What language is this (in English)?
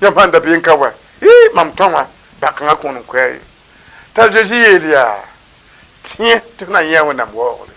Mossi